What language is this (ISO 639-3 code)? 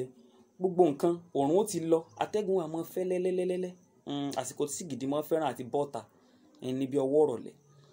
yor